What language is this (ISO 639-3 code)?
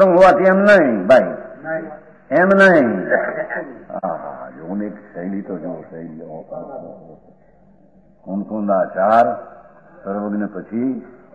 guj